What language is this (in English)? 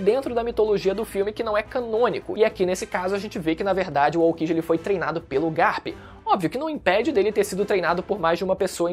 Portuguese